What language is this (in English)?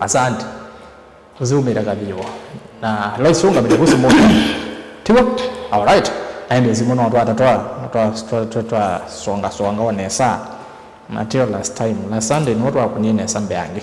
Kamba